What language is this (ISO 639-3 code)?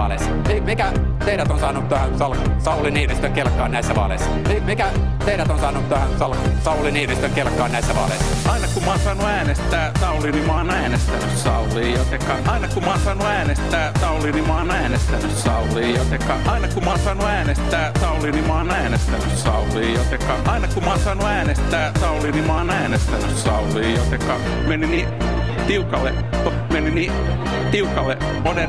fin